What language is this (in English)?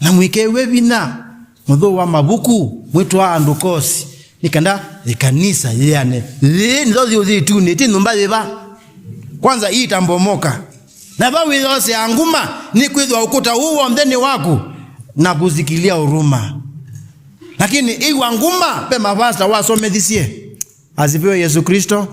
Kamba